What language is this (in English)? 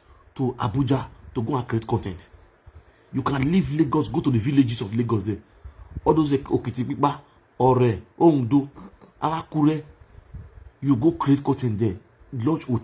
Nigerian Pidgin